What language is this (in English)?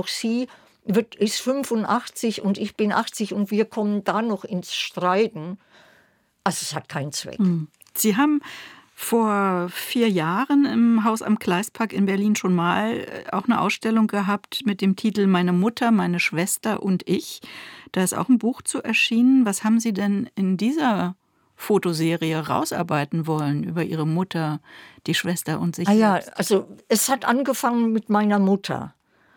German